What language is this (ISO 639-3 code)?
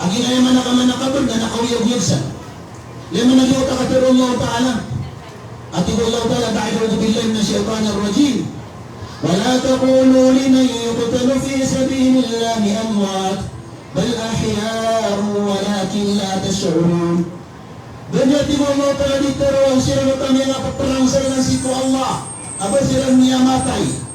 mrw